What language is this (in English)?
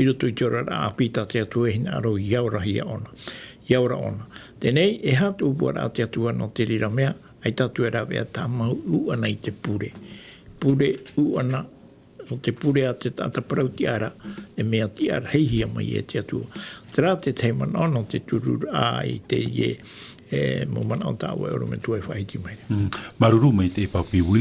Tahitian